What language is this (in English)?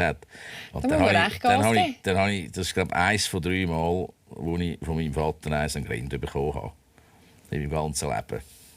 Swiss German